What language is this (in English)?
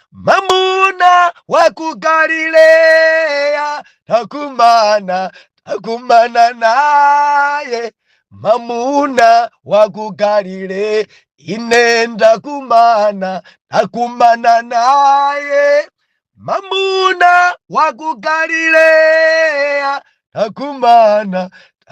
Nyanja